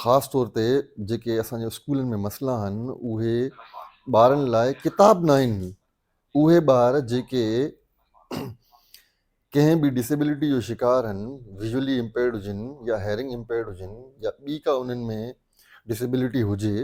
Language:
Sindhi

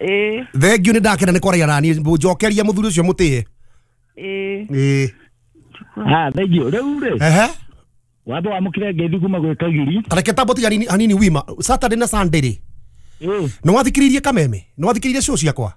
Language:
Kikuyu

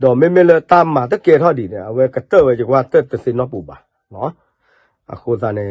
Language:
S'gaw Karen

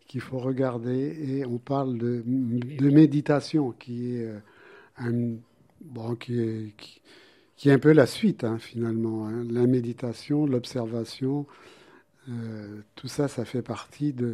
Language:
French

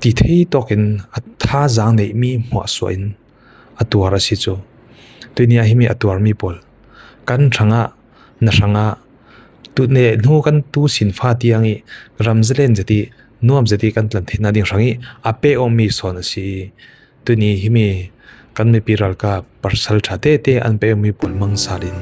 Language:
Falam Chin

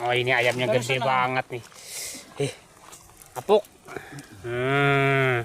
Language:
Banjar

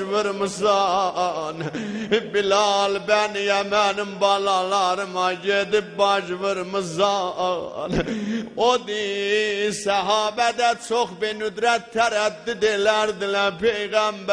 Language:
South Azerbaijani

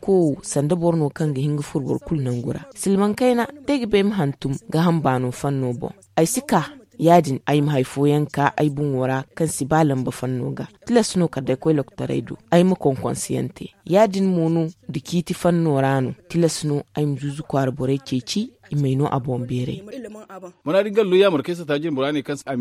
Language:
Zarma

